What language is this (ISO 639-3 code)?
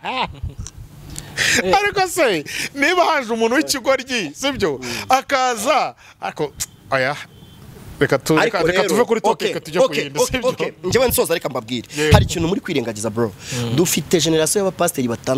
kin